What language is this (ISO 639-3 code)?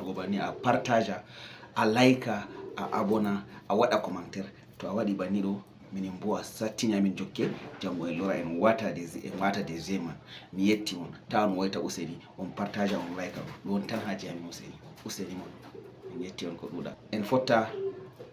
ful